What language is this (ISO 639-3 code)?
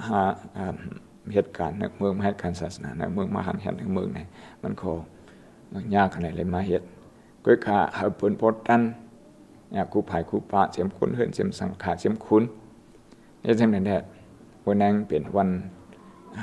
shn